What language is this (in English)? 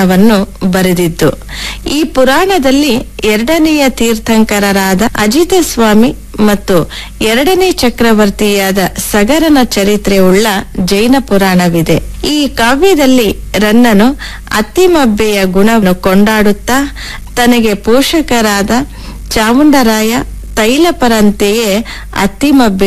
Kannada